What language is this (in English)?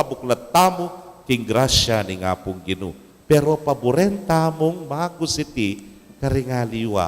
Pampanga